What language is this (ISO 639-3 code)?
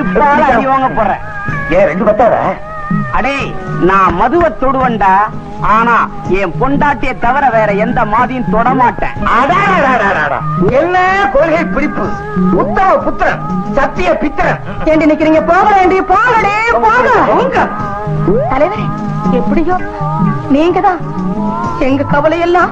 tam